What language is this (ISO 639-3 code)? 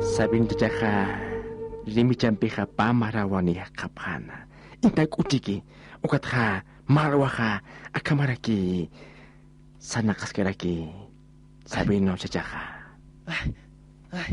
aym